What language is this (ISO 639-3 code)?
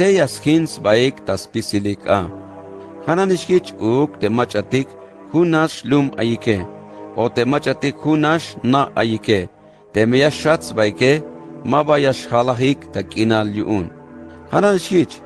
tzh